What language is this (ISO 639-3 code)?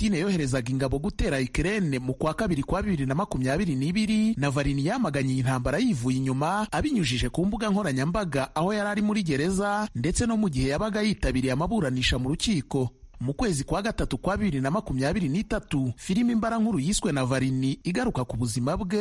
kin